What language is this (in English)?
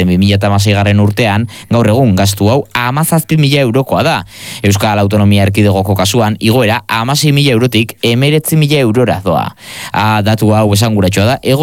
Basque